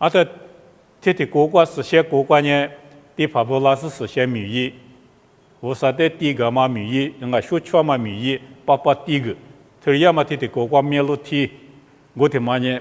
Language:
Lisu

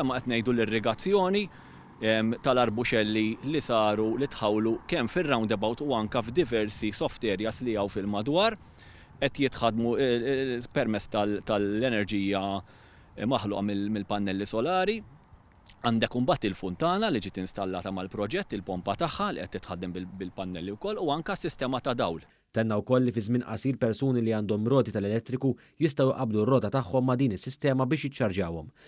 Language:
Maltese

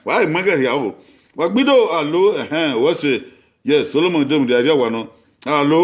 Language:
Bini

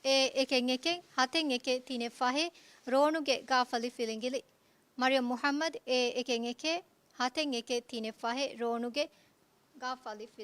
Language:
Divehi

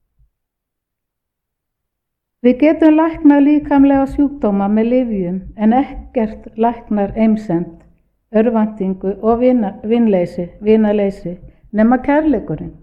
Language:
Icelandic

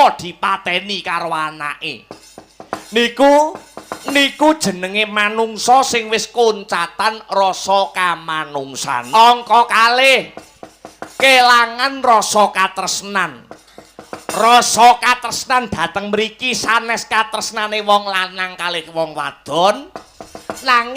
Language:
Javanese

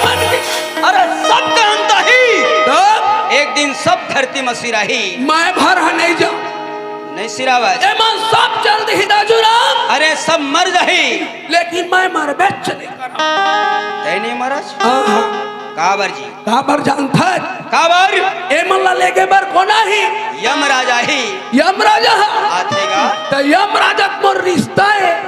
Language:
Chhattisgarhi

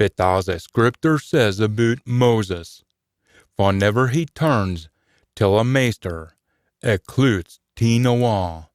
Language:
Scots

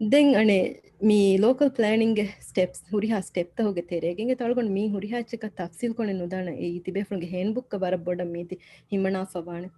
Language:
Divehi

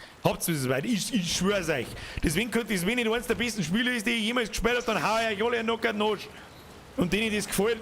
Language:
Bavarian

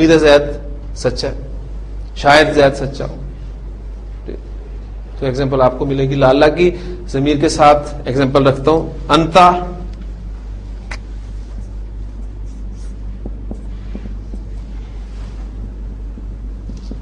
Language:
Urdu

